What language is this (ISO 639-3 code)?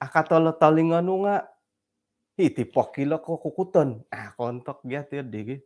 dtp